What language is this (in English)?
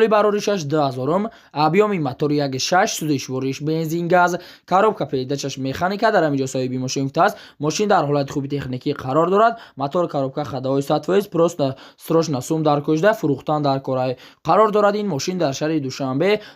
Tajik